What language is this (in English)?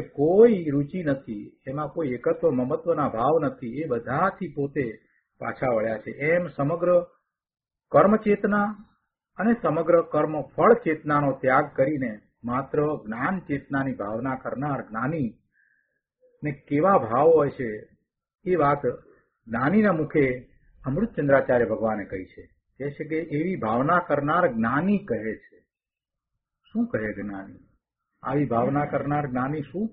Gujarati